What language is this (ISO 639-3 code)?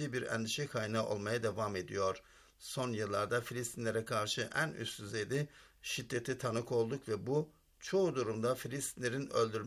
tur